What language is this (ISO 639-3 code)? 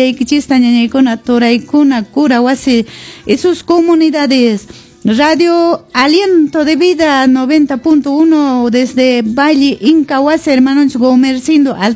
que